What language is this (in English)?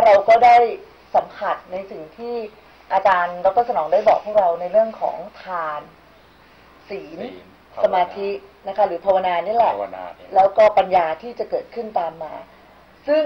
Thai